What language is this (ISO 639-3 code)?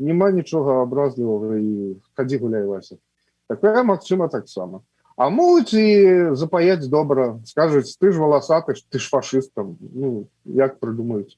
bel